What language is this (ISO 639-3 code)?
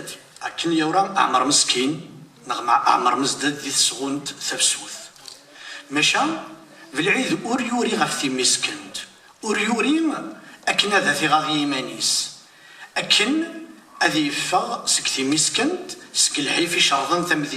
kab